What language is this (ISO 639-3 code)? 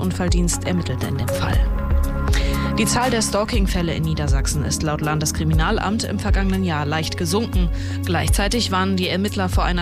deu